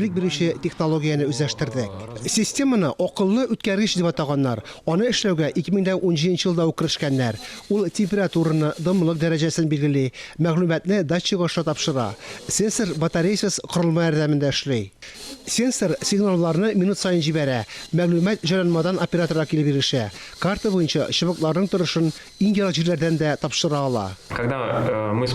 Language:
Tatar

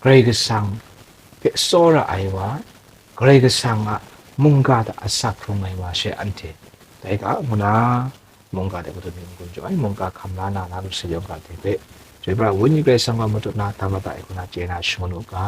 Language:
Kachin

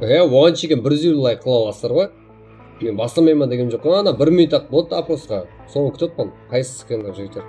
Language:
Kara-Kalpak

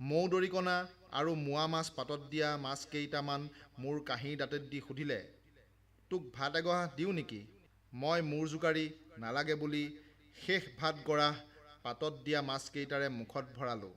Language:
Assamese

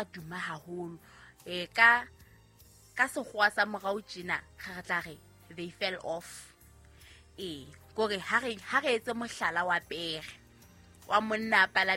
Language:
Southern Sotho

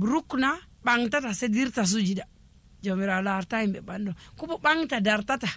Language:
Nigerian Fulfulde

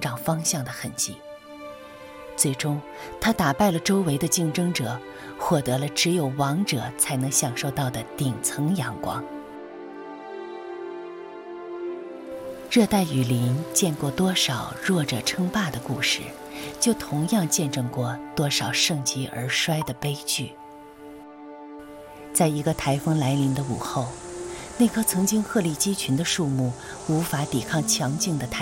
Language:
Chinese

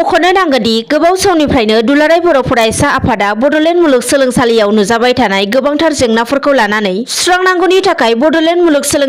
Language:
Bodo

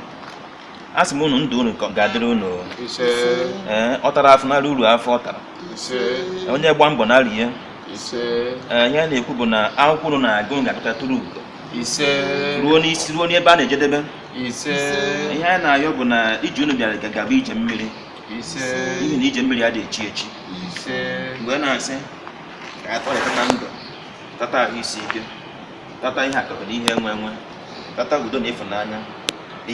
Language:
Igbo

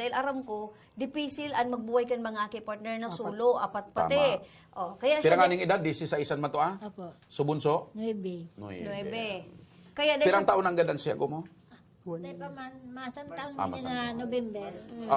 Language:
Bikol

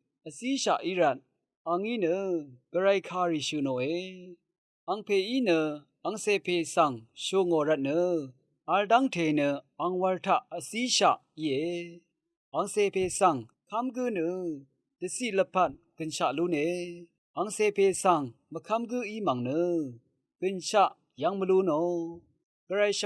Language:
Rawang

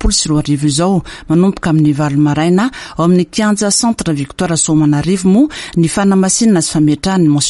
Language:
Malagasy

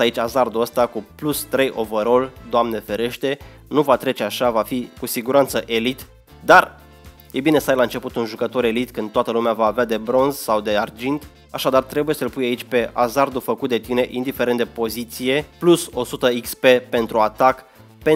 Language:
Romanian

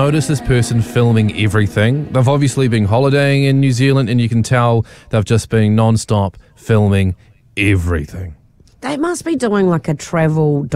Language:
English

